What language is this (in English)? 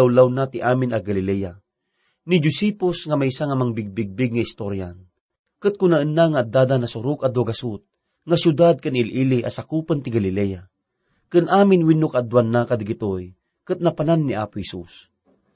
Iloko